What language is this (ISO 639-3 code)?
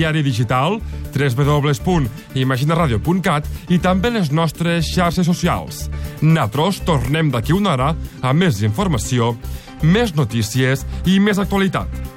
cat